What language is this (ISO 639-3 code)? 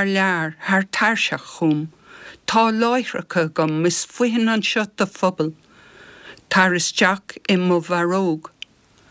gle